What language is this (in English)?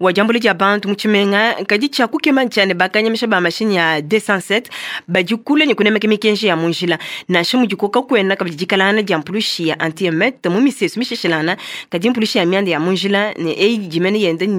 Luba-Lulua